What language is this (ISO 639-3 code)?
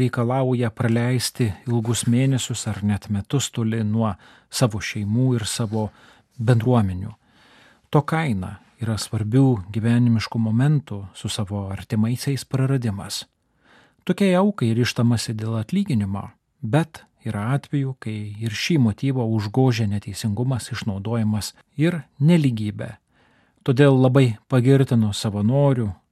lit